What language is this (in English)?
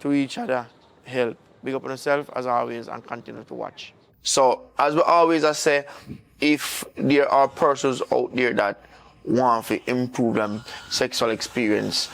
Jamaican Creole English